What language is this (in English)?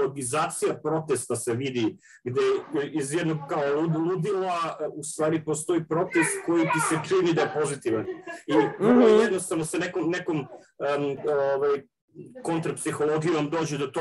Serbian